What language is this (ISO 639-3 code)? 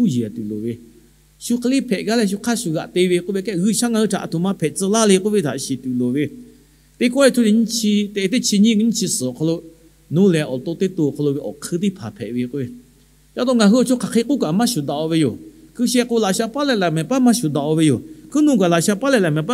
lhu